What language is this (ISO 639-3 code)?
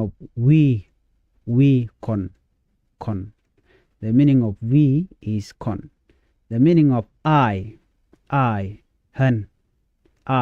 nus